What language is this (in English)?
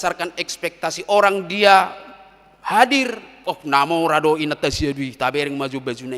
Batak Toba